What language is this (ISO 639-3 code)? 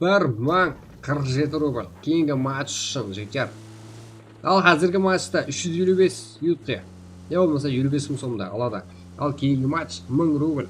kaa